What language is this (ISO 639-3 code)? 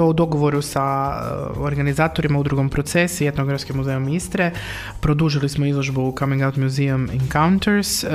hrv